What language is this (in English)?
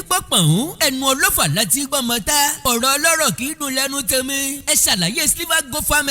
Yoruba